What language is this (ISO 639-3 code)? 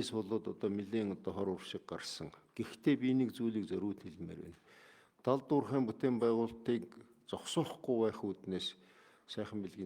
mon